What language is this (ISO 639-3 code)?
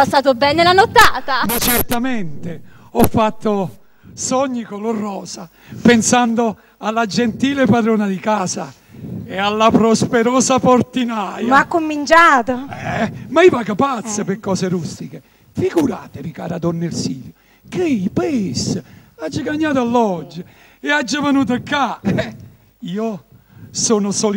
nap